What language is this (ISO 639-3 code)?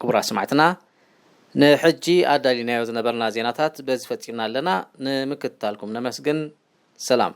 tir